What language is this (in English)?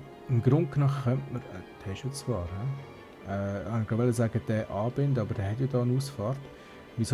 Swiss German